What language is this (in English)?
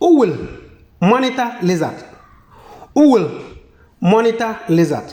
Konkomba